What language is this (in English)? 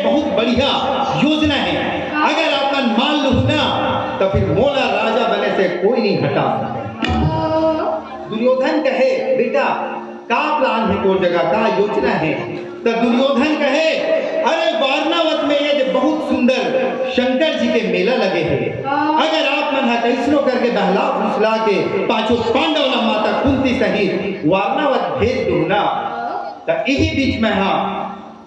Chhattisgarhi